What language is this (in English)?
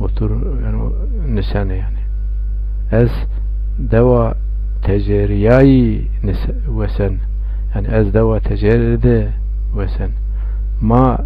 Zaza